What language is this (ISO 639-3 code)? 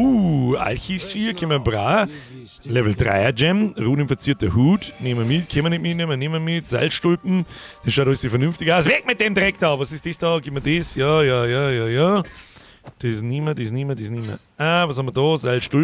bar